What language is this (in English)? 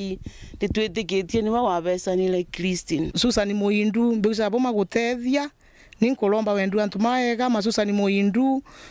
Meru